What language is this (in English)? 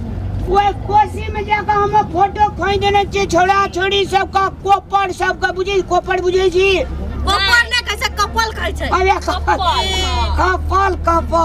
Maithili